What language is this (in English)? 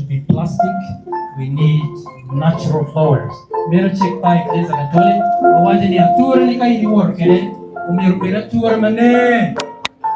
Acoli